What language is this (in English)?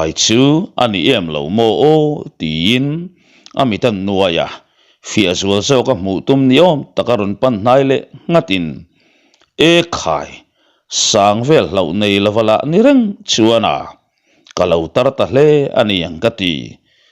Mizo